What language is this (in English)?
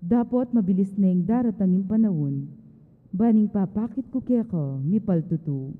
Pampanga